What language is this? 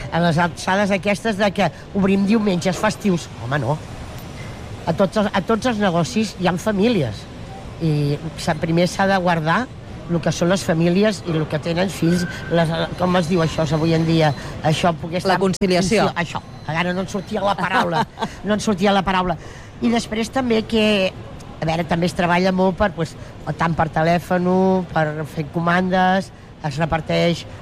Catalan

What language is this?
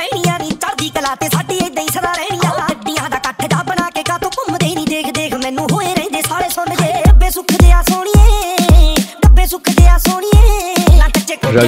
Punjabi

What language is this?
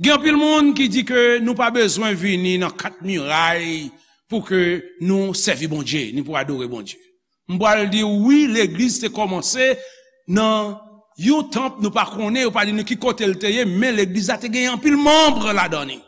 Haitian Creole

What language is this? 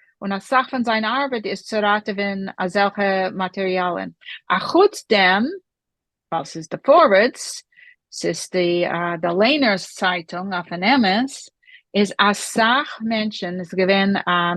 Yiddish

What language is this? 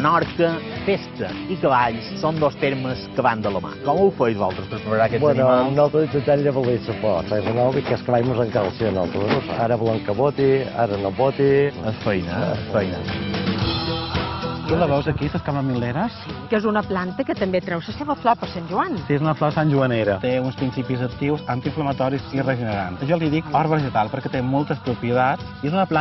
Catalan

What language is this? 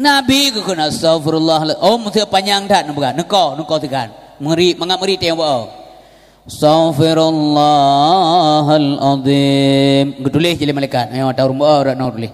Achinese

